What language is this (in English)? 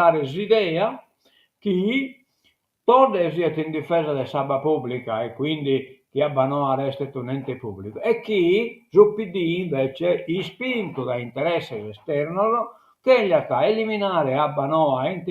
Sardinian